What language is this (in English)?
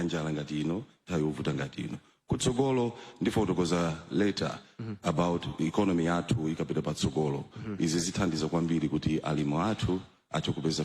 Nyanja